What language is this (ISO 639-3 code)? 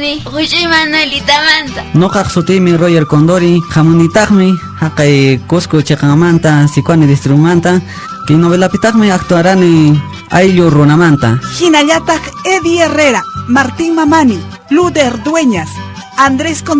que